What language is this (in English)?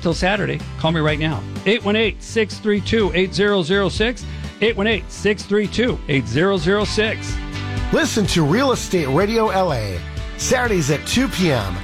English